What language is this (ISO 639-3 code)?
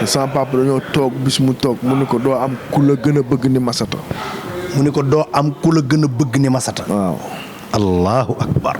wol